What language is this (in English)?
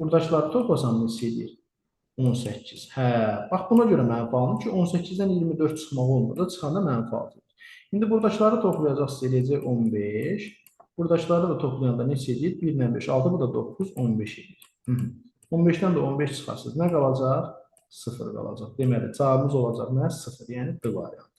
Azerbaijani